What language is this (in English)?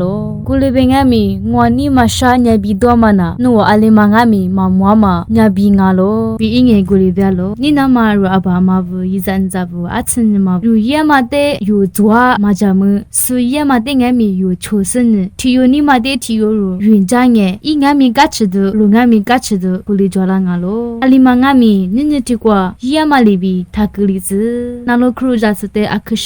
Lisu